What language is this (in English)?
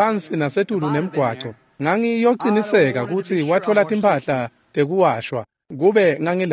Swati